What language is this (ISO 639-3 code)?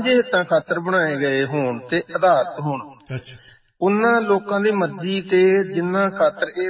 pan